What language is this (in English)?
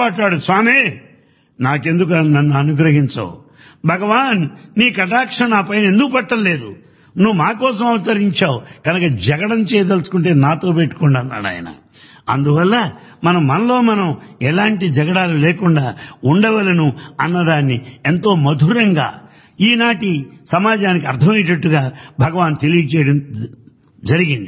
Telugu